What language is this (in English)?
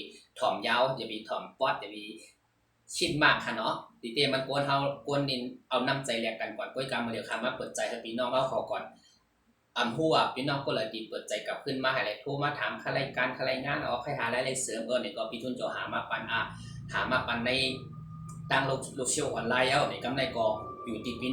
Shan